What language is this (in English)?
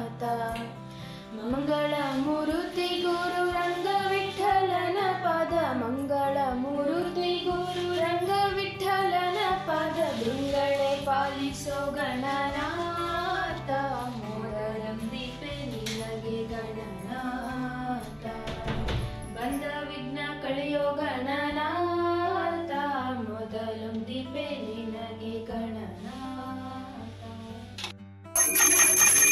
Kannada